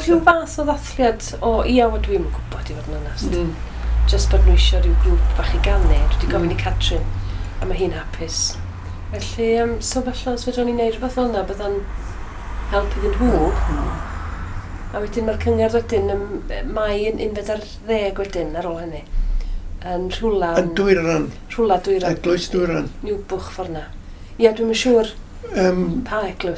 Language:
Welsh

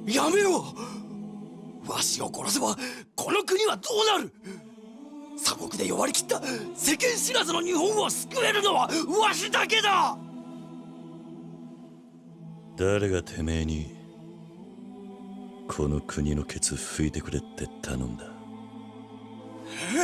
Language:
Japanese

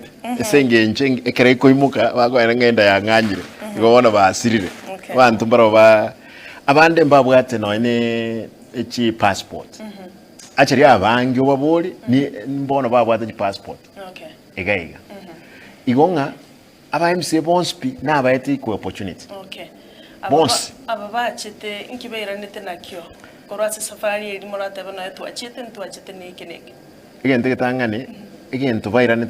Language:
Gusii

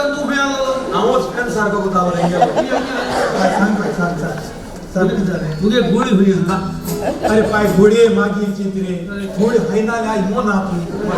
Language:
Konkani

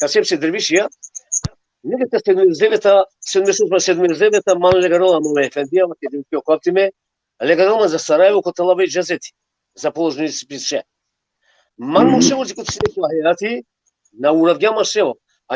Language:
Balkan Romani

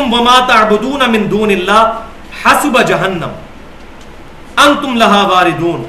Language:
Urdu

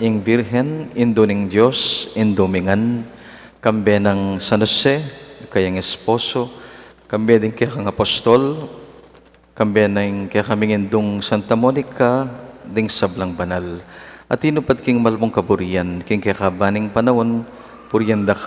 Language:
Pampanga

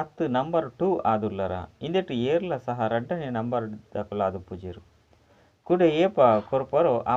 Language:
Tulu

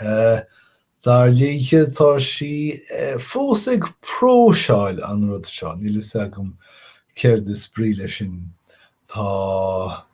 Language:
Irish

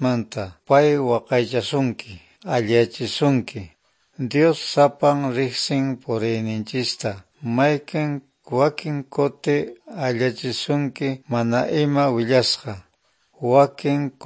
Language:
Quechua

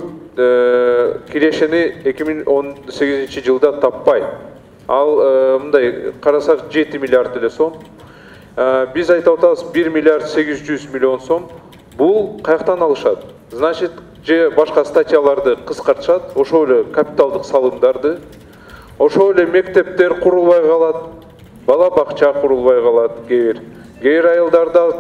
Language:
Kyrgyz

